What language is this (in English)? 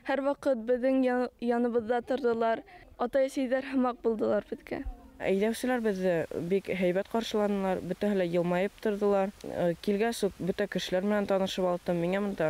Bashkir